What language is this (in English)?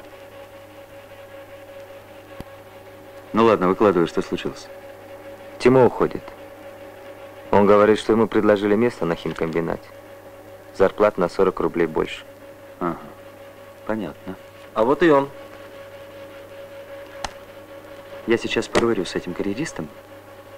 Russian